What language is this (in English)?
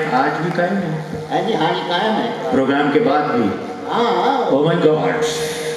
Saraiki